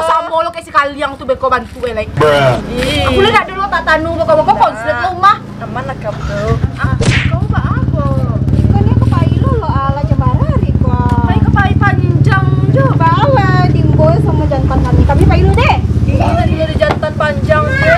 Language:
Minangkabau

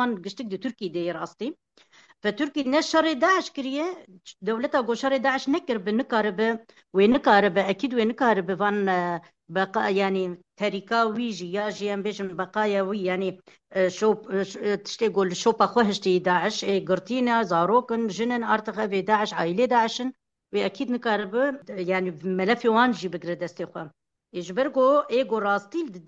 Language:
Kurdish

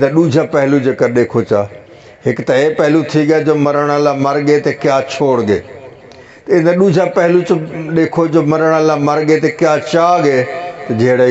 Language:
Saraiki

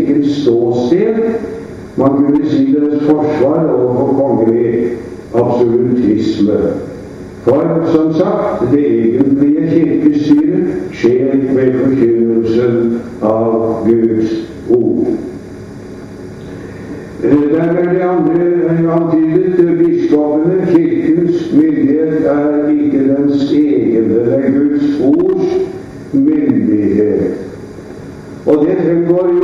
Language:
Norwegian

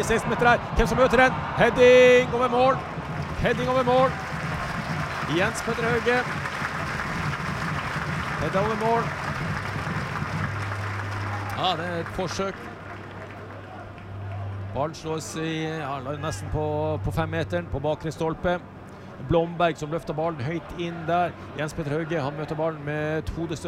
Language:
Norwegian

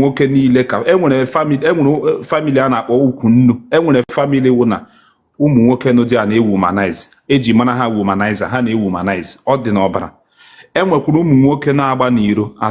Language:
Igbo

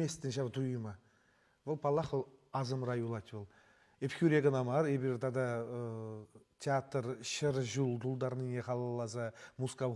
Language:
Chuvash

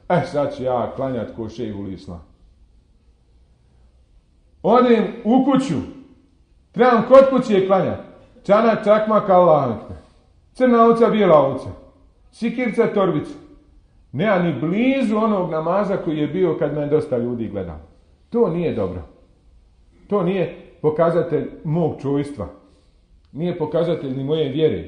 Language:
Bosnian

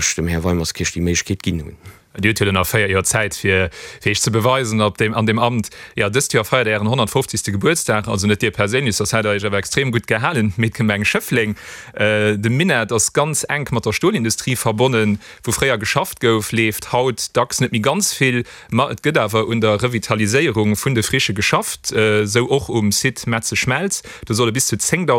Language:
Luxembourgish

